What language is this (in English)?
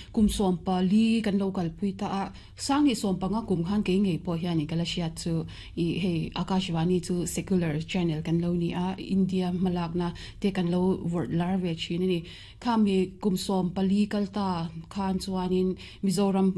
Mizo